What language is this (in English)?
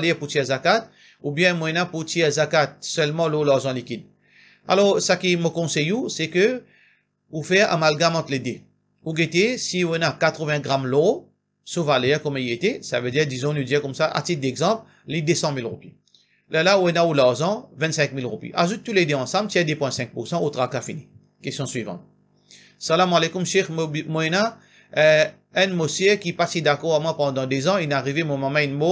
Morisyen